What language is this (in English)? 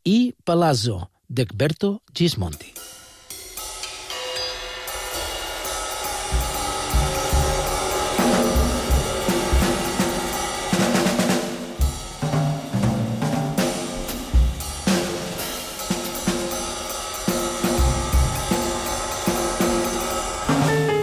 Catalan